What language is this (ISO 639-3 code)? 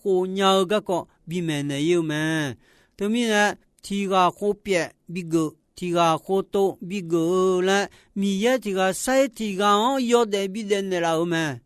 ahk